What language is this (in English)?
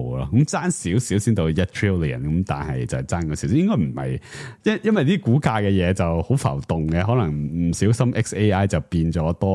Cantonese